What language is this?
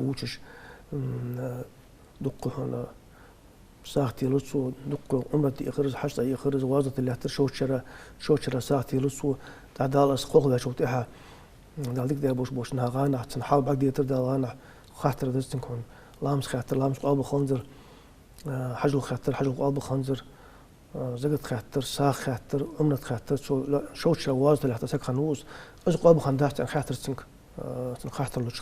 Ingush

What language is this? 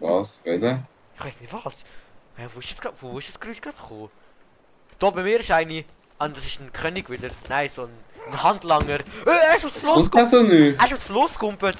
Swiss German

